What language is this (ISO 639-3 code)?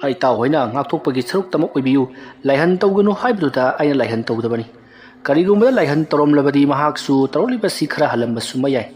mni